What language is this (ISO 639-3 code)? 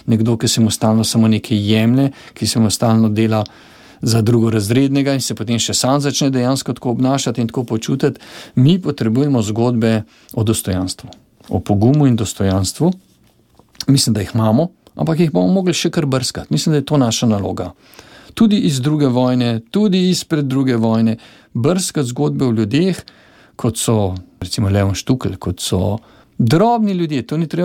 slv